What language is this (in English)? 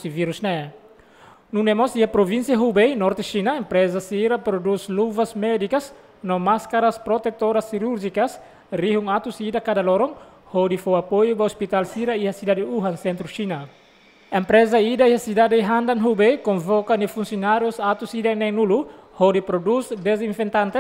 Tetum